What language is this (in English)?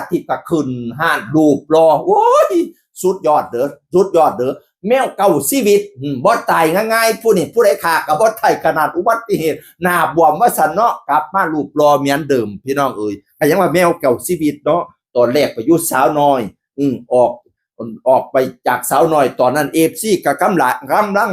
Northeastern Thai